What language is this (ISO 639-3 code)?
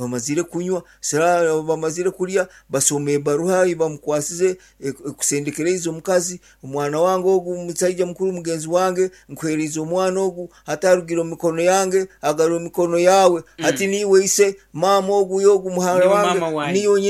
nyn